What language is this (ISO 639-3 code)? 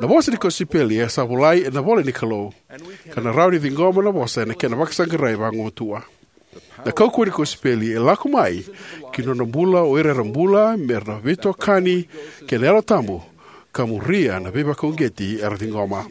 fij